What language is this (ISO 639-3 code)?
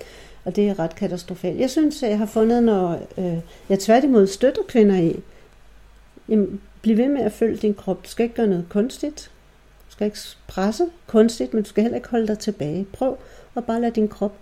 dan